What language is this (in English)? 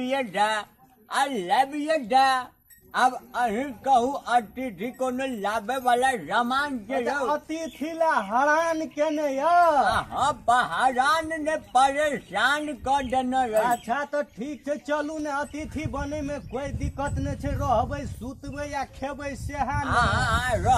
Maithili